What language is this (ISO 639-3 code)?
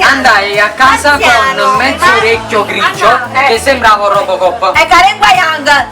nap